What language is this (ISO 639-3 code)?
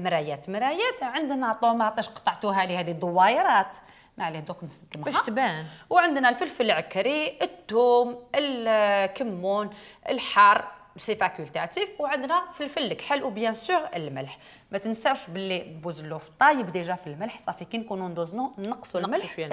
arq